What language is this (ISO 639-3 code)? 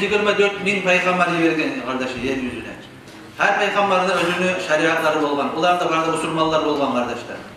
kum